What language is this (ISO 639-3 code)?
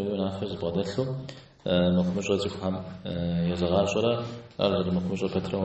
kbd